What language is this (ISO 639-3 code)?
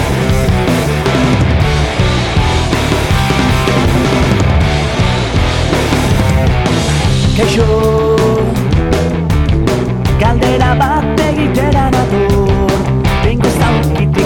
eus